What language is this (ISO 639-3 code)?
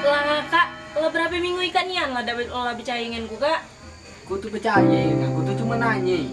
mui